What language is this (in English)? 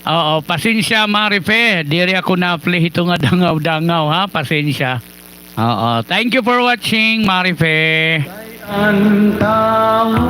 Waray